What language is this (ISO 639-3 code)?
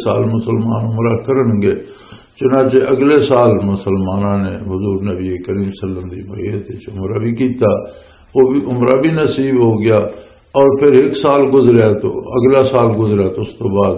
lah